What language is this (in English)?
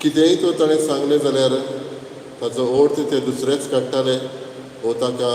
Konkani